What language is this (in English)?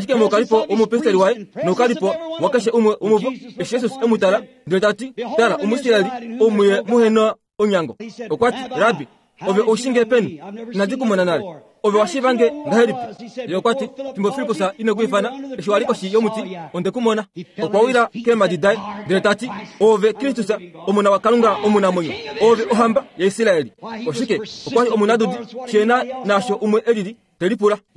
Kuanyama